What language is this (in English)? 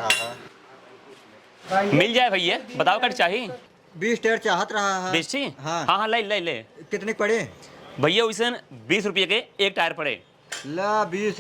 Awadhi